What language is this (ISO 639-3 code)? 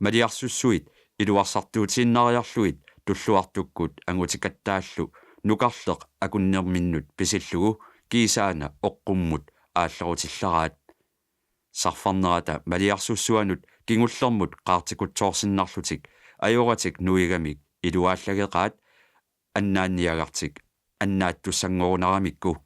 kal